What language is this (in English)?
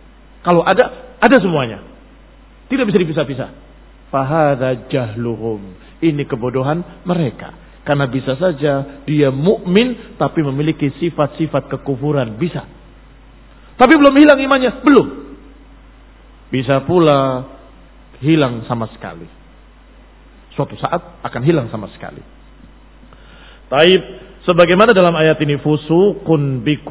Indonesian